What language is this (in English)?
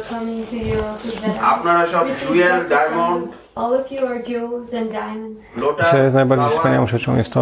Polish